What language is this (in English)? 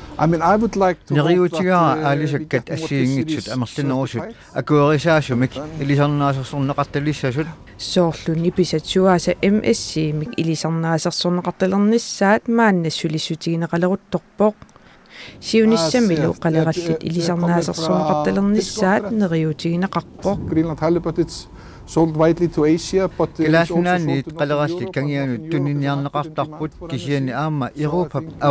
Kalaallisut